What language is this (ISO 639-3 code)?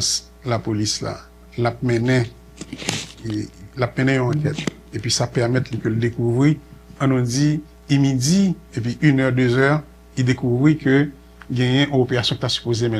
hat